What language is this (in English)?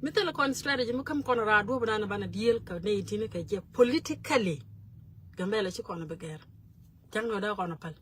Nuer